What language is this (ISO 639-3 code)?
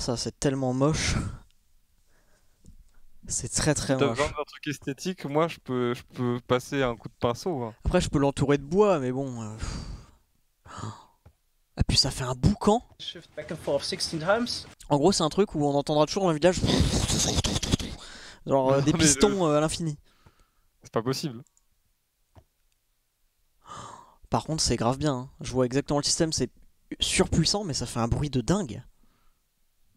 fra